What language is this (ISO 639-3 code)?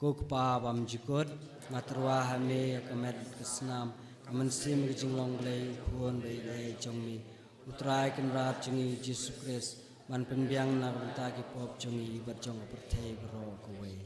kha